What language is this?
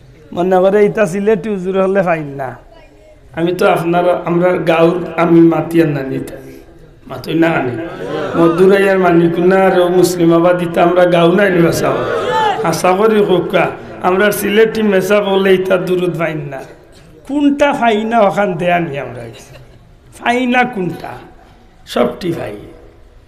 Sylheti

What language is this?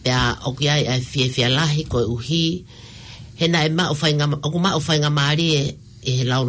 Tongan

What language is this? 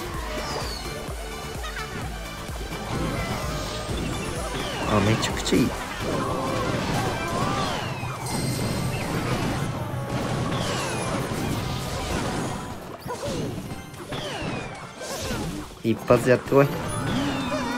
Japanese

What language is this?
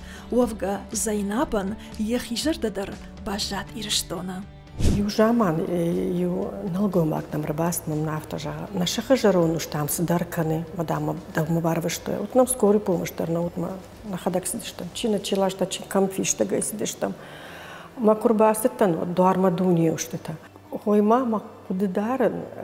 Ossetic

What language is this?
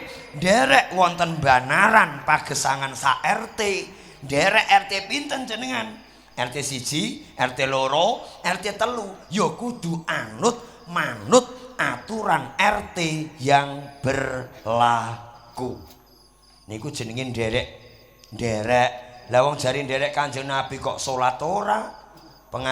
Javanese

